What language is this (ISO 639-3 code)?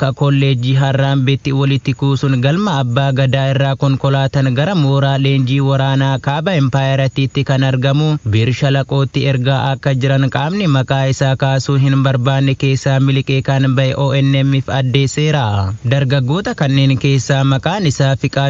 orm